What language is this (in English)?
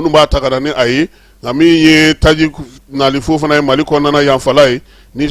Bambara